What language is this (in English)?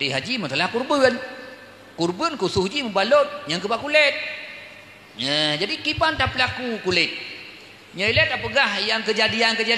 Achinese